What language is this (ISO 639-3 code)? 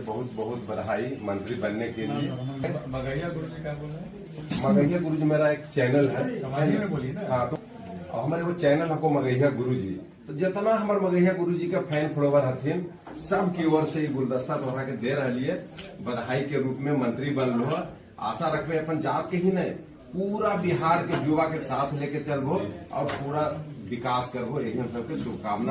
mag